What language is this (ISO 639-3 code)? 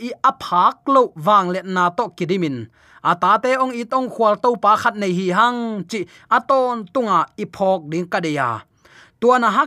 ctd